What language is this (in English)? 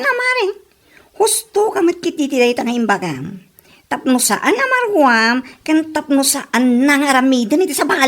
Iloko